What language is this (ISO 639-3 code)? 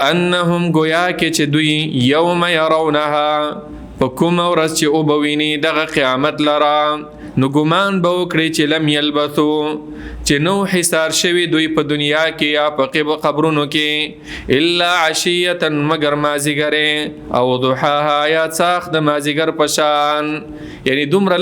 pus